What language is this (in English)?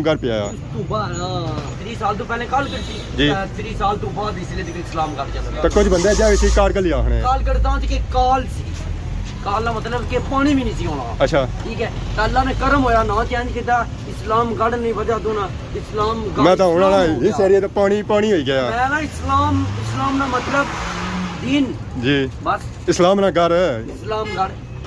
Pahari-Potwari